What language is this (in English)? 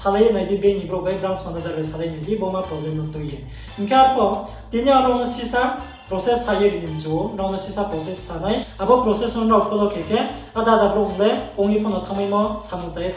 Riang (India)